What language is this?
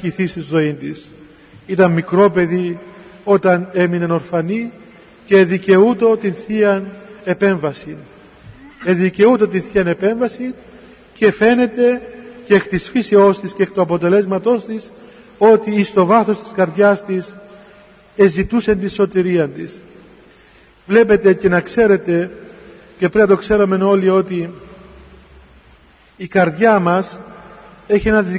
Greek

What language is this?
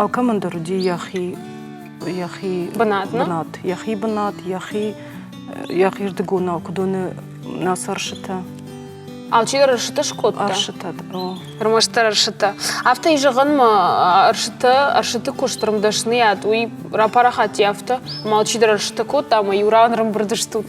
Ossetic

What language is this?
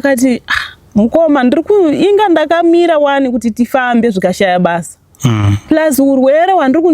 Shona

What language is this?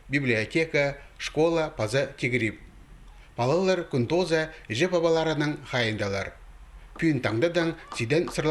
Khakas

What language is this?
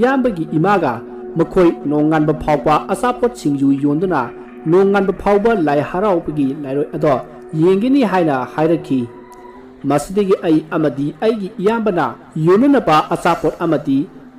Manipuri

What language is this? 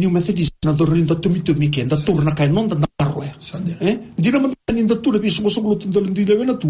Fijian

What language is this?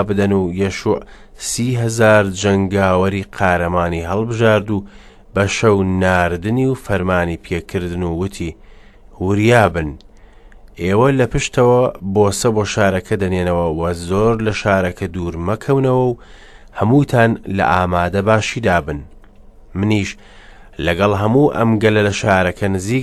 Central Kurdish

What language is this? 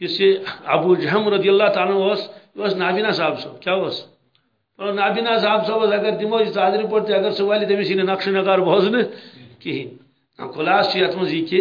Kashmiri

